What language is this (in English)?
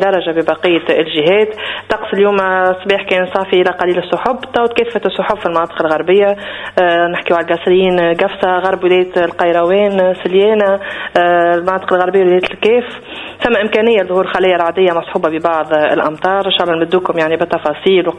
Tunisian Arabic